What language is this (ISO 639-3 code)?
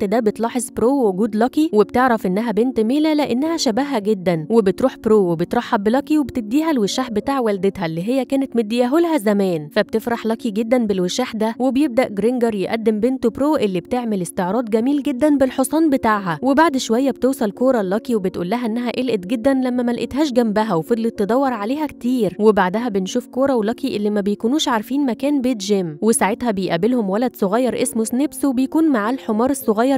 arz